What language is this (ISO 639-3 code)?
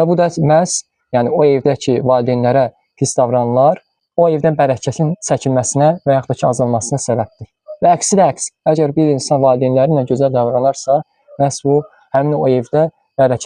aze